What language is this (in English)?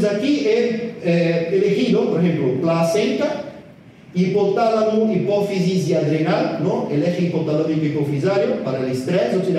Spanish